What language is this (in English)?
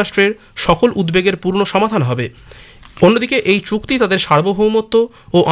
Bangla